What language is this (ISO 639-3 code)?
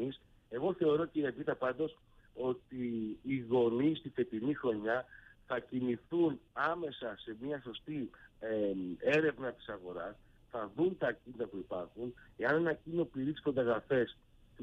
ell